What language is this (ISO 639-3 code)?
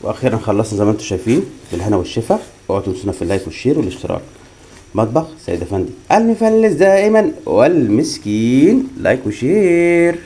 arz